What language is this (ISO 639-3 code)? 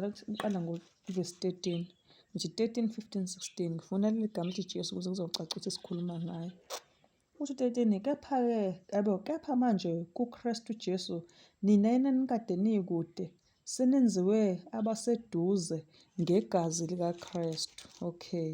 zul